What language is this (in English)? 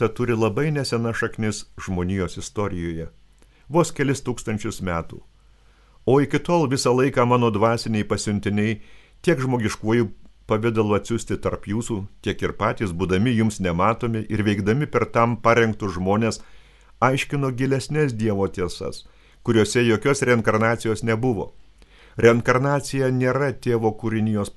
Lithuanian